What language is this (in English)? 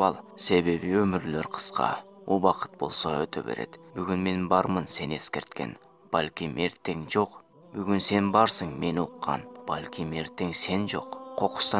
Kyrgyz